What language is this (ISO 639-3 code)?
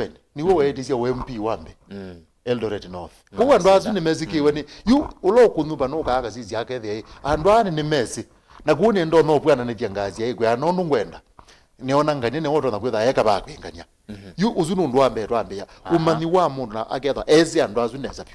kam